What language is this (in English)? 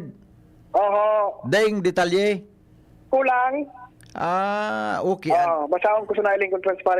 Bikol